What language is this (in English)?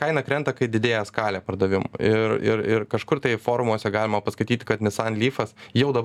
Lithuanian